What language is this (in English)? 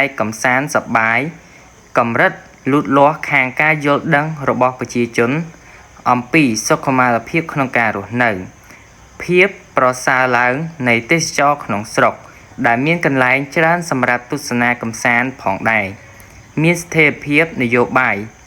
Khmer